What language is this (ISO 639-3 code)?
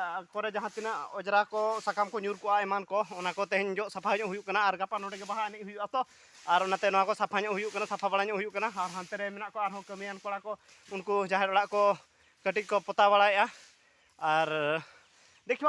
sat